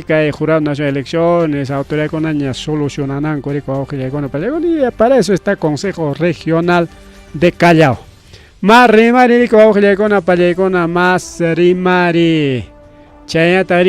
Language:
Ayacucho Quechua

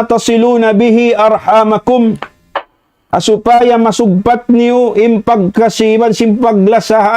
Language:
Tausug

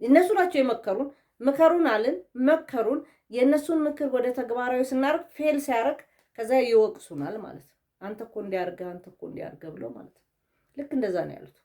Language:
Amharic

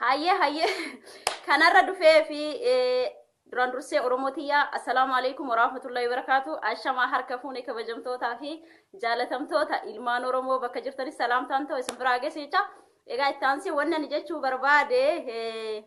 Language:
Oromo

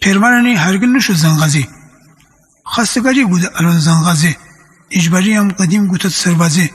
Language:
Gilaki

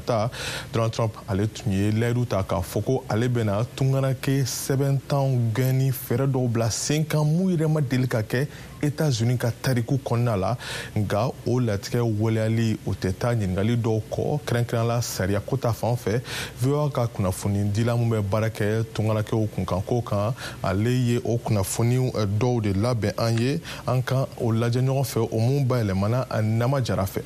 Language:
Bambara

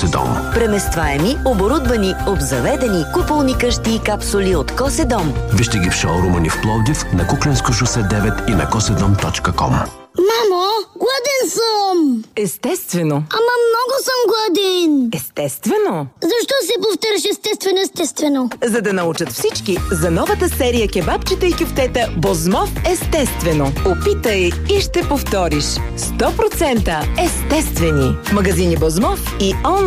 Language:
Bulgarian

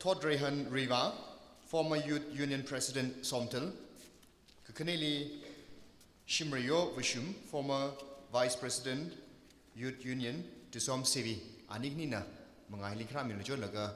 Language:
Tangkhul Naga (India)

